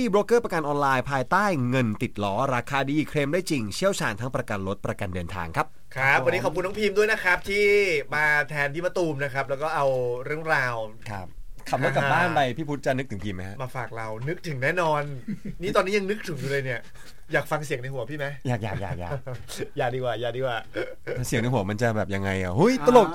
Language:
Thai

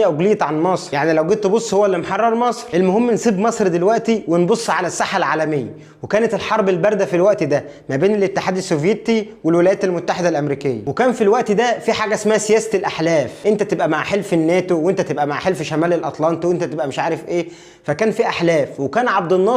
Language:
Egyptian Arabic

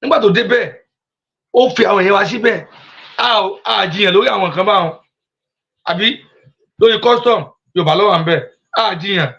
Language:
Yoruba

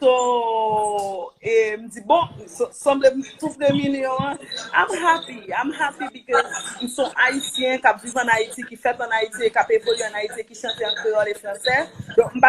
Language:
Haitian Creole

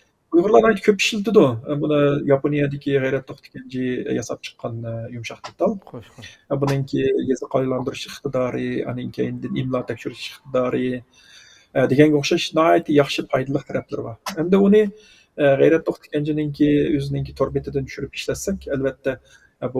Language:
Uyghur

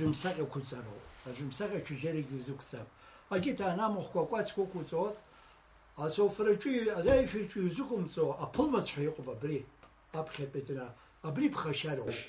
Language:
Abkhazian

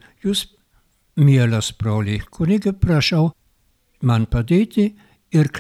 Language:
Lithuanian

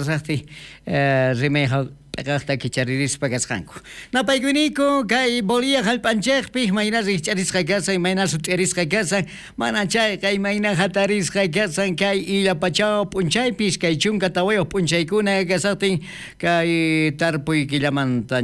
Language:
South Bolivian Quechua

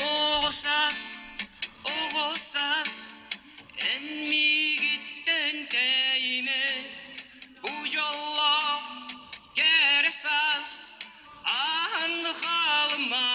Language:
Yakut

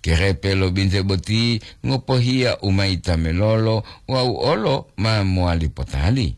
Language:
Gorontalo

